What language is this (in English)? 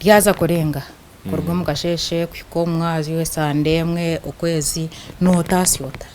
Nyankole